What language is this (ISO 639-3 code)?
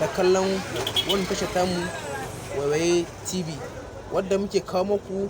hau